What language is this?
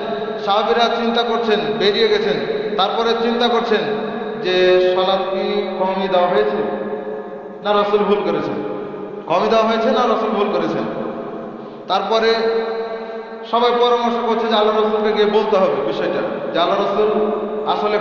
Bangla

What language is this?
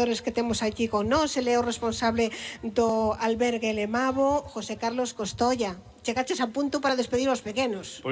Galician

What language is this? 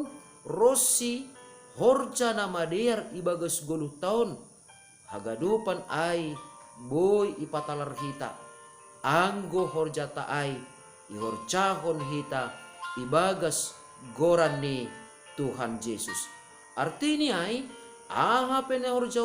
Batak Simalungun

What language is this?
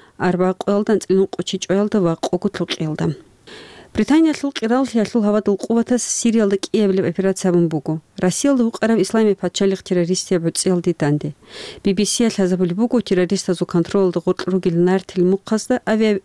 Avaric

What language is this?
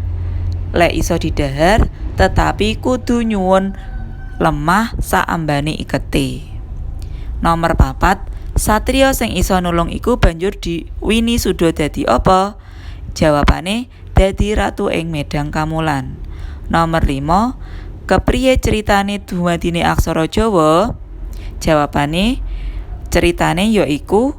Javanese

